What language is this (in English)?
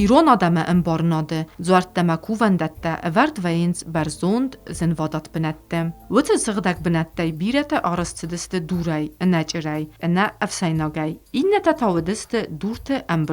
Ossetic